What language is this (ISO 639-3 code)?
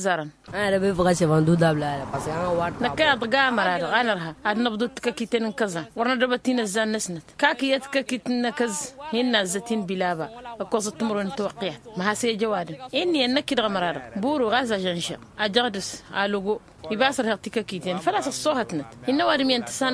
taq